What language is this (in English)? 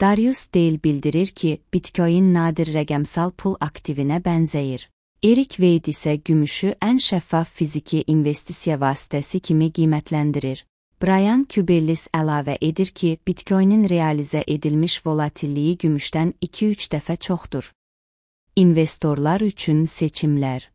Azerbaijani